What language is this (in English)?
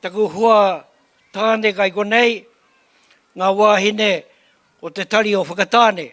Māori